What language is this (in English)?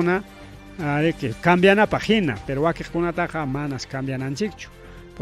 Ayacucho Quechua